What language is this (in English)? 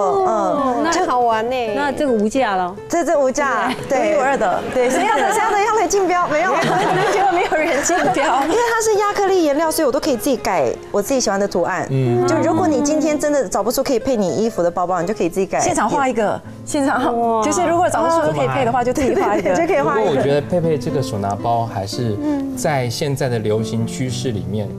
Chinese